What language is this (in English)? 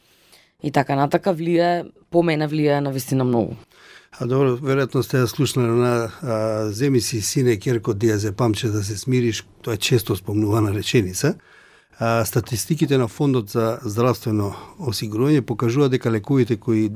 Macedonian